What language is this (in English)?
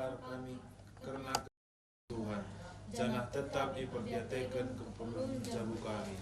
Batak Karo